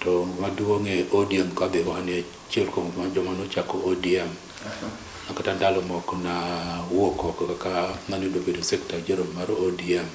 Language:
Luo (Kenya and Tanzania)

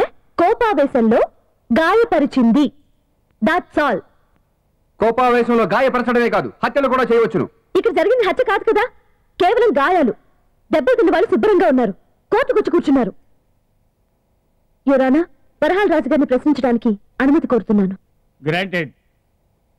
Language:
Telugu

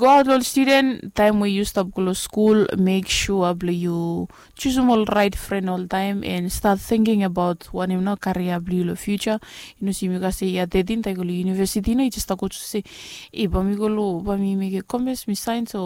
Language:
Bislama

